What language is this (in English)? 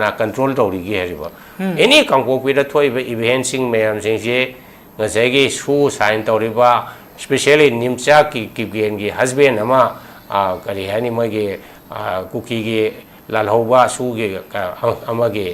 Manipuri